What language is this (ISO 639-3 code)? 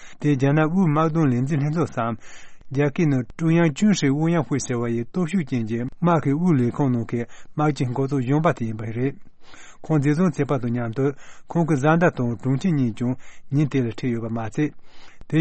bod